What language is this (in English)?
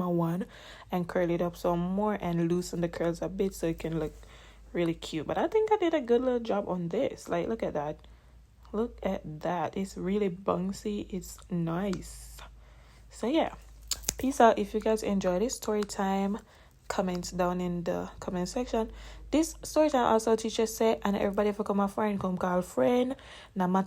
Jamaican Creole English